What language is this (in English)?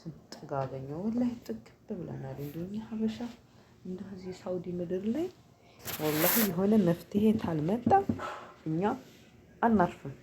Amharic